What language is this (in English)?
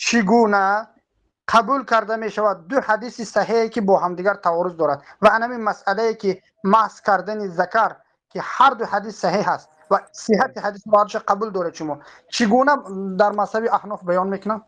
Tajik